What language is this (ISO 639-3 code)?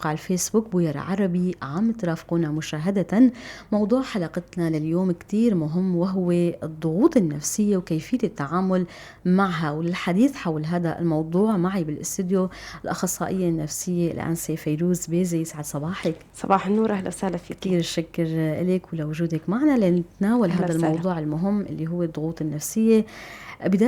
apc